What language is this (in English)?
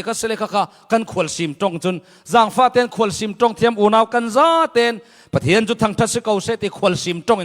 Falam Chin